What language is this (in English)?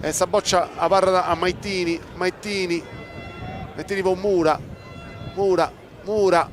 Sardinian